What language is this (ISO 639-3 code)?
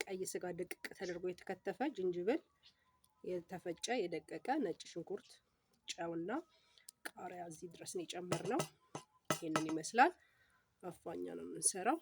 amh